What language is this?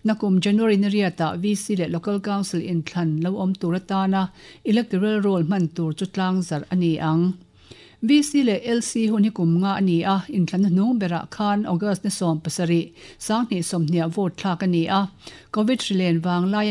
Mizo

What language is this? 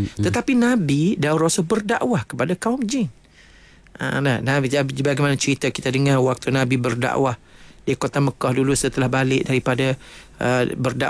Malay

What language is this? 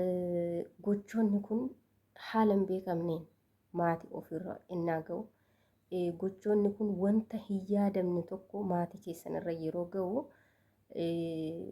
Oromo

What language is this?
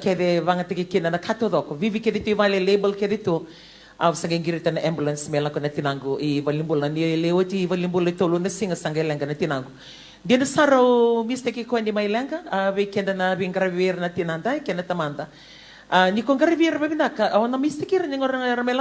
Fijian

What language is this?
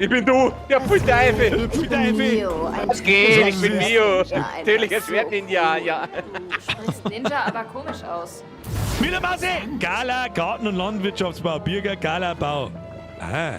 Bavarian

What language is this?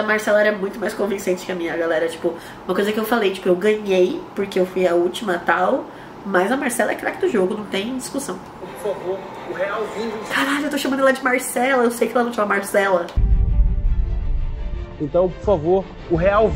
Portuguese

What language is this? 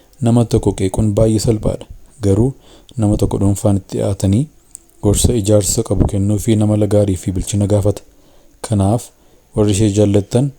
Oromo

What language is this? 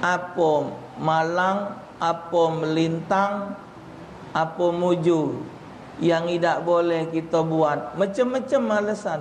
Musi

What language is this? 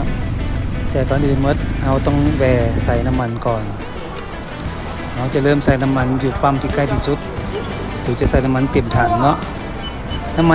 Lao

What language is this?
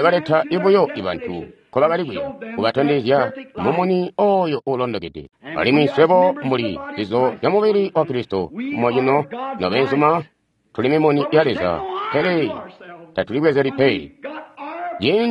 Tonga (Zambia)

